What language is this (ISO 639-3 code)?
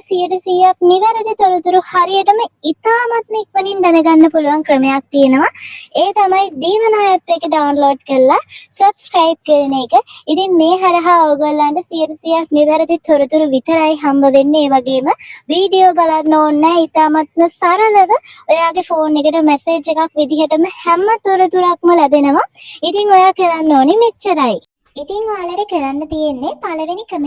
sin